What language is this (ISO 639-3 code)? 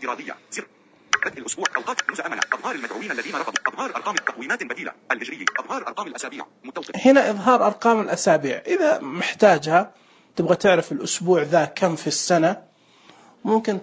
ars